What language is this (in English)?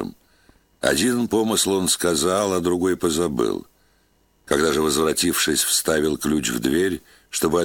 Russian